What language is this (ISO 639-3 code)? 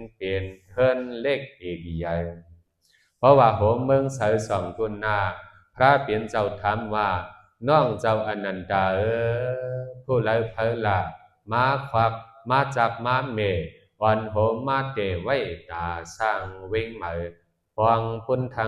shn